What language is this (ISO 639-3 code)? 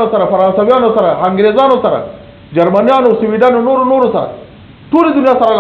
pus